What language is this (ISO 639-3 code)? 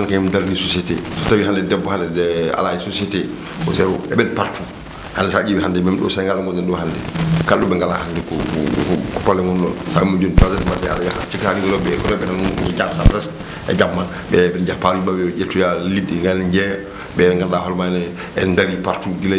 ful